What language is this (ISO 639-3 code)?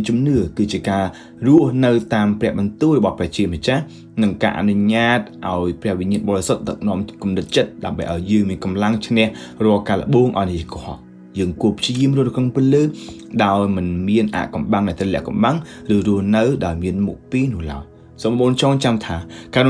khm